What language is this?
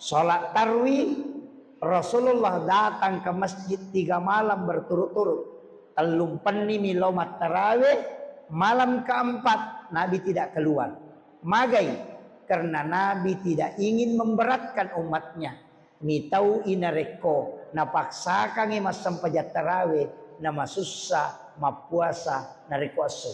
Buginese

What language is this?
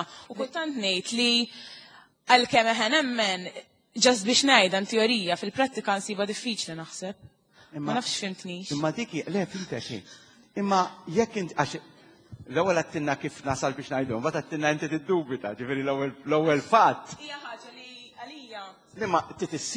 Maltese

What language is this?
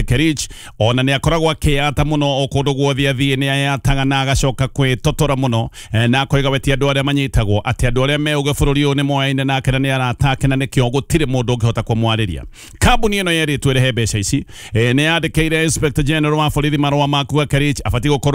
Kikuyu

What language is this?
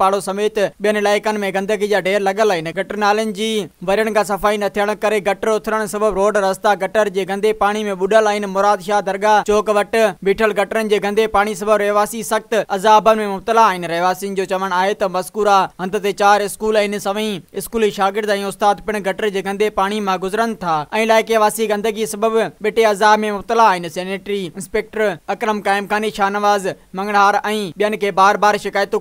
Sindhi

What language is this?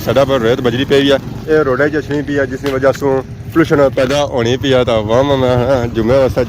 Pahari-Potwari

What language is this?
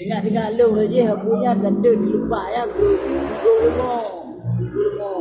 Achinese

